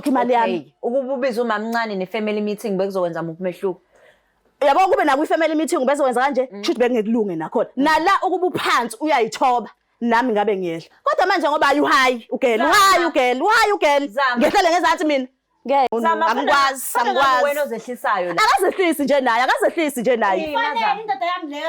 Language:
Zulu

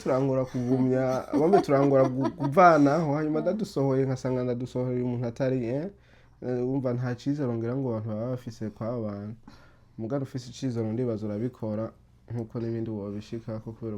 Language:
Rundi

